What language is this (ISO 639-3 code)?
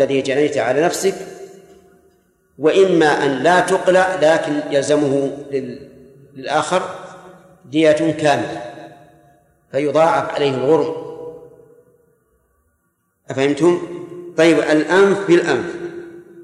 ara